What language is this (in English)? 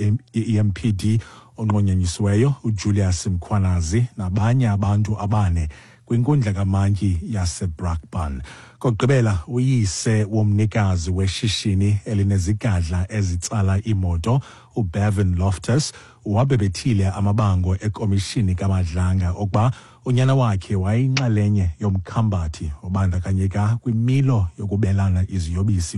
Xhosa